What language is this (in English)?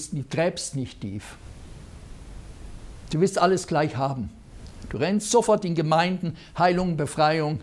German